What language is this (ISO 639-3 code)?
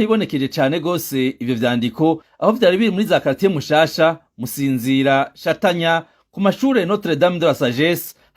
run